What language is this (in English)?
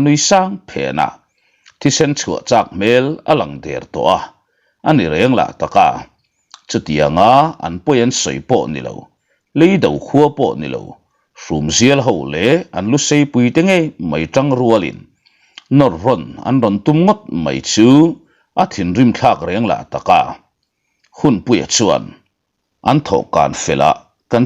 Mizo